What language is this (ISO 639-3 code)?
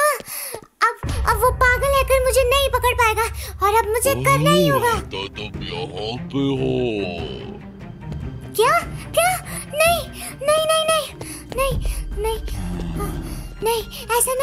hin